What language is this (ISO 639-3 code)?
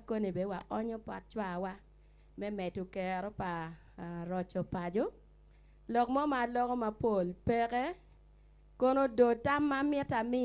ach